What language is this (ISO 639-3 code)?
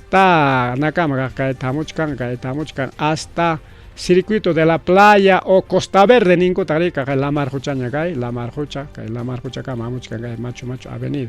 quy